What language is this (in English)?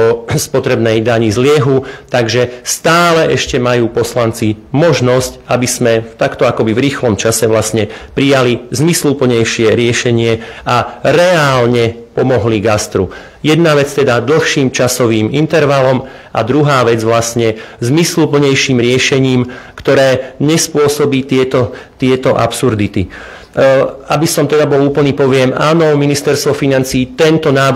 Slovak